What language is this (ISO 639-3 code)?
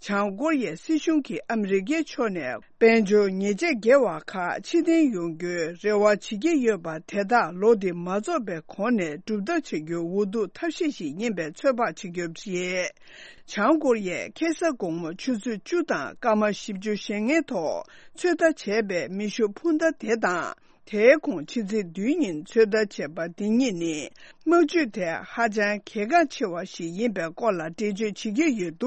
bod